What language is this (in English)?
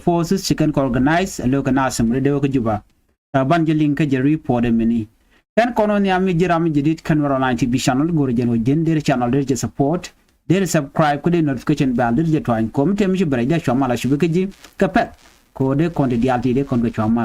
Nuer